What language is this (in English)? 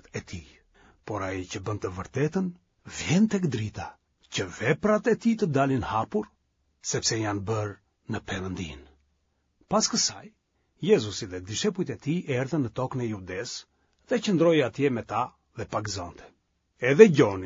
Albanian